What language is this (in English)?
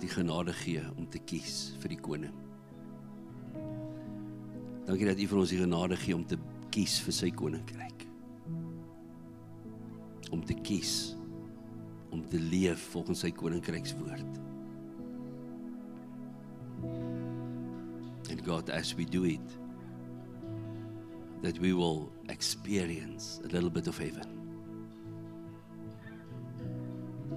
Afrikaans